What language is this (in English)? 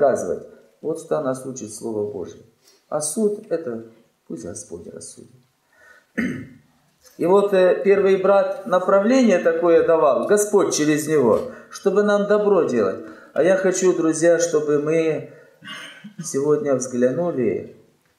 Russian